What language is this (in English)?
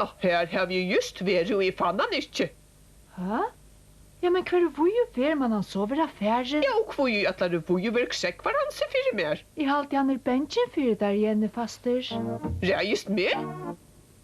Faroese